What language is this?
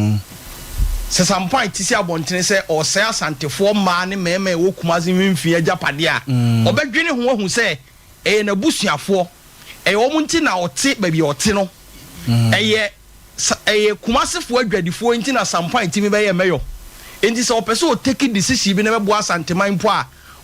Akan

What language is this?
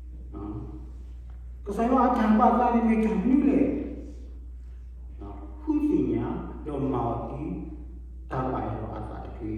S'gaw Karen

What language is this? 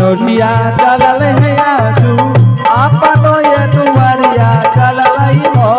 Angika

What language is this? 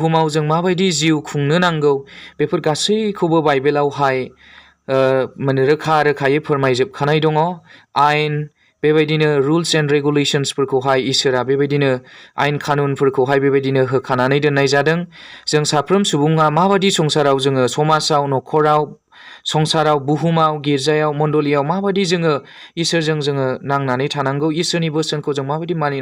Bodo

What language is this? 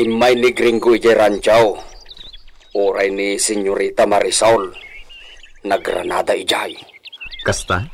Iloko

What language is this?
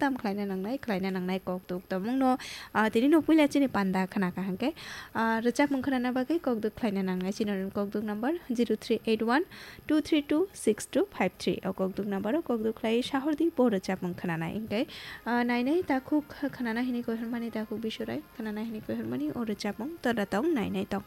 Kok Borok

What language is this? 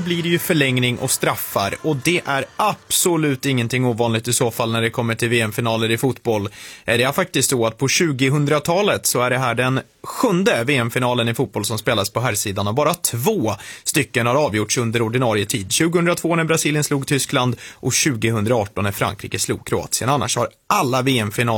Swedish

